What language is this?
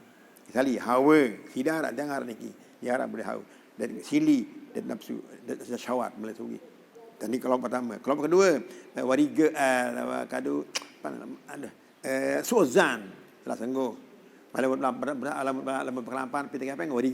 Sasak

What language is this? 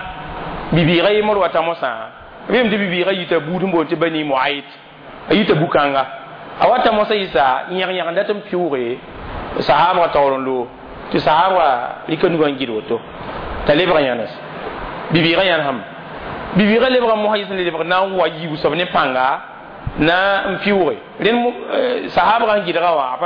Mossi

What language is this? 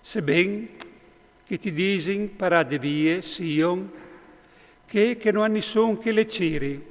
Friulian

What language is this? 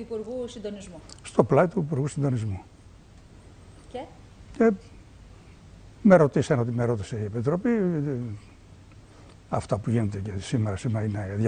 Greek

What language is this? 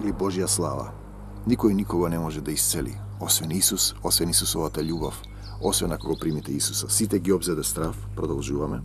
Macedonian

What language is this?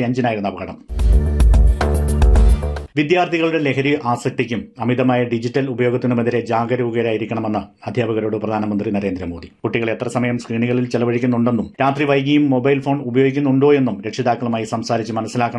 Malayalam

